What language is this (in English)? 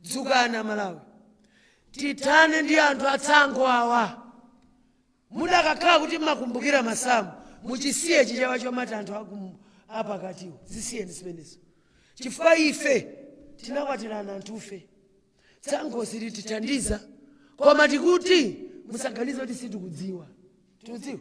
Nyanja